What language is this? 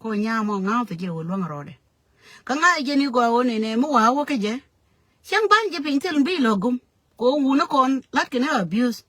Nuer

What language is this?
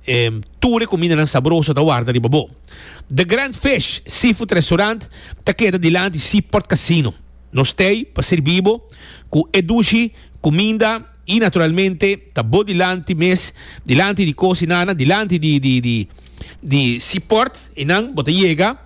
Papiamento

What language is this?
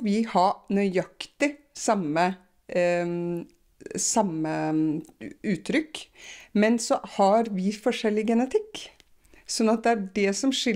Norwegian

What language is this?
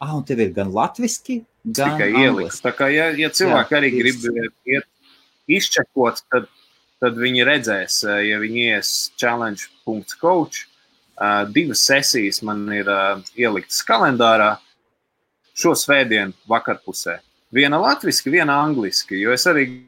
Latvian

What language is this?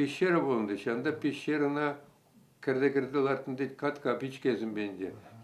Chuvash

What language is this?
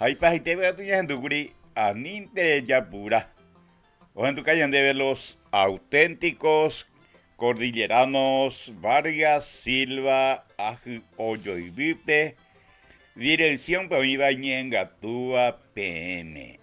Guarani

